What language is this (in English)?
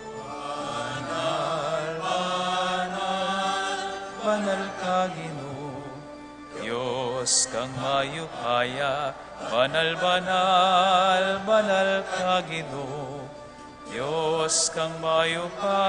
Pampanga